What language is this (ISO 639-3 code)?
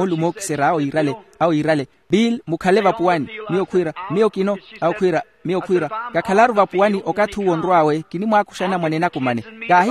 vmw